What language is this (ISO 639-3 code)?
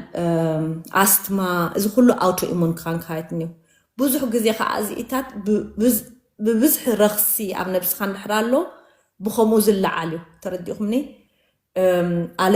tir